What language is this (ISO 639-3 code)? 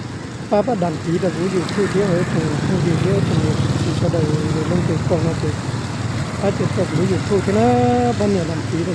hmn